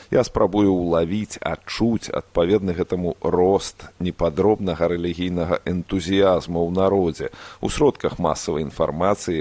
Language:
Belarusian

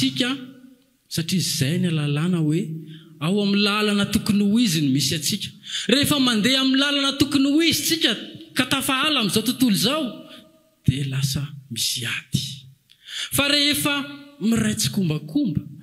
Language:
Malagasy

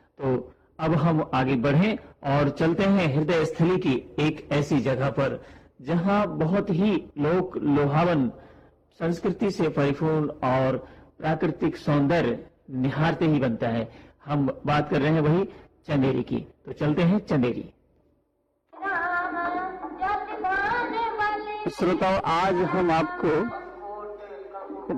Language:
Hindi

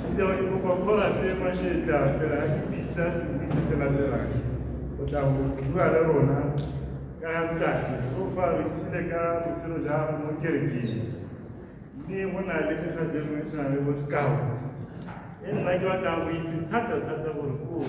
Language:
Tswana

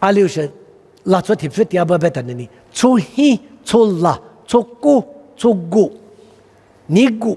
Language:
Lisu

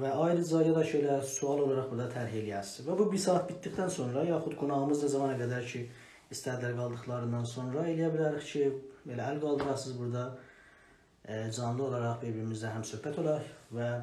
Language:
South Azerbaijani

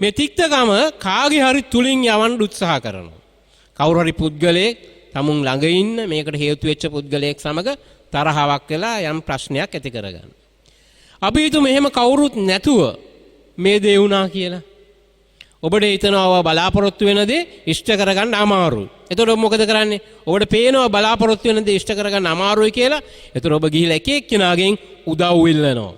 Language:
Sinhala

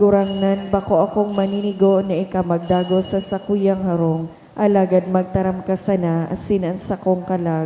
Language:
Bikol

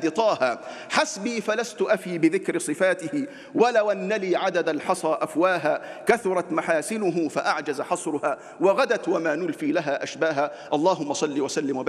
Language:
Arabic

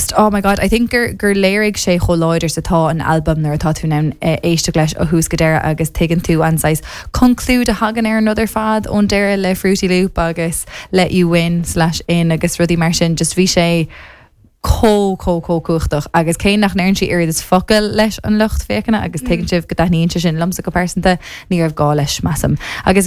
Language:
Irish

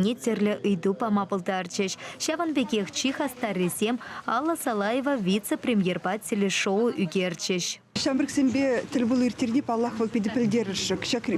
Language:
Chuvash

